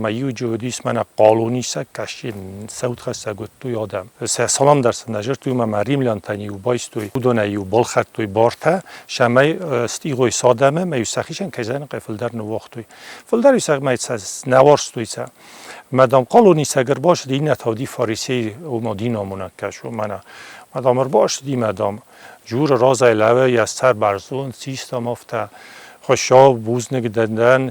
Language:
Ossetic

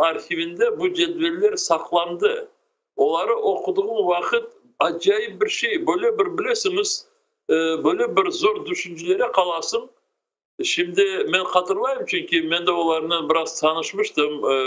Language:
Crimean Tatar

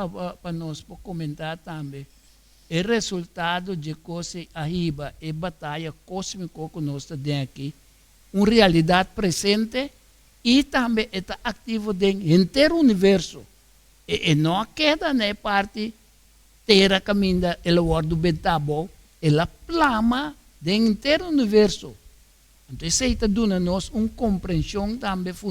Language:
Papiamento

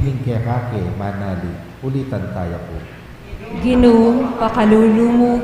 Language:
Pampanga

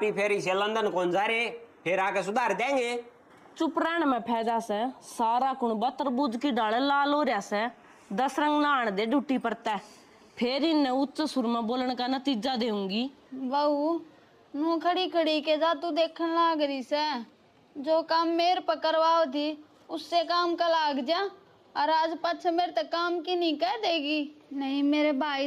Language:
Haryanvi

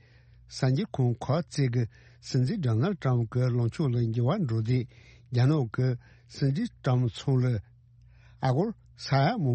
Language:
Tibetan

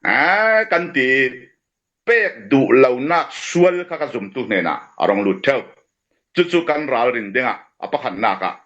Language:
Falam Chin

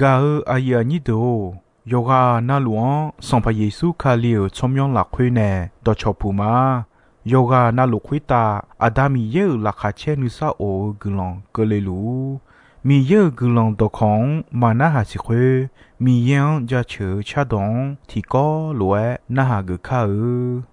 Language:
Akha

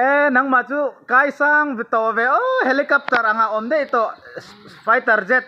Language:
Mizo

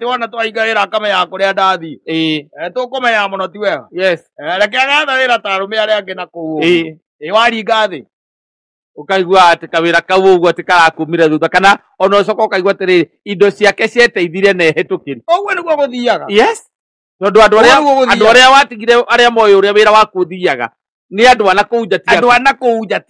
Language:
Kikuyu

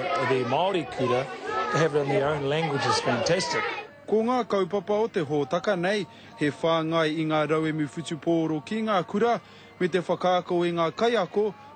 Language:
Māori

